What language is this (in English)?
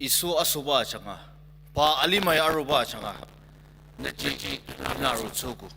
Ao Naga